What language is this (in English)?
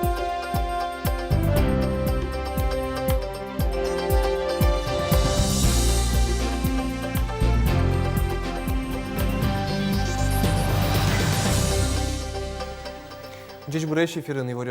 Udmurt